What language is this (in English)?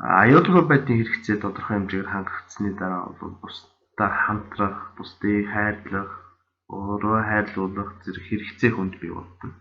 Mongolian